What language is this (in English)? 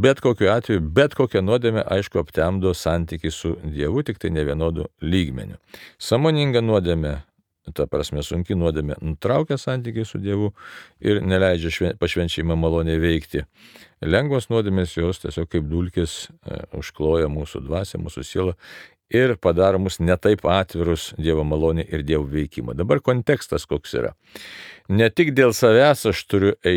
Lithuanian